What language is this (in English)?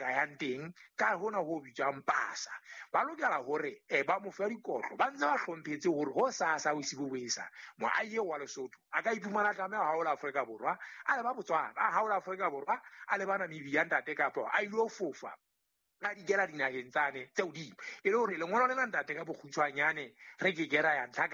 Southern Sotho